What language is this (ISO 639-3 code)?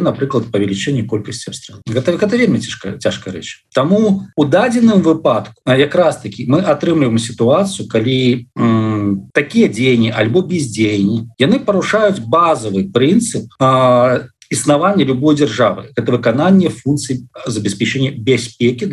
bel